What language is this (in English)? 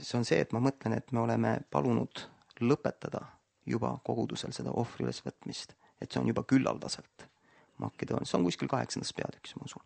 Estonian